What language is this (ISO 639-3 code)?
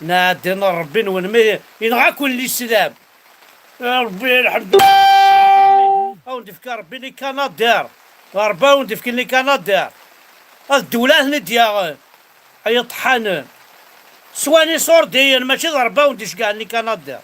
kab